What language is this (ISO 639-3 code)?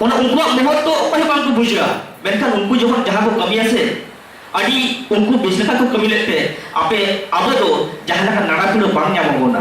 sat